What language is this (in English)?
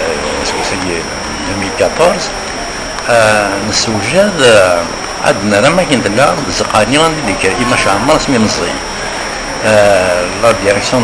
Kabyle